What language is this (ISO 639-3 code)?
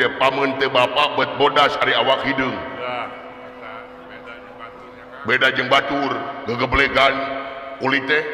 sun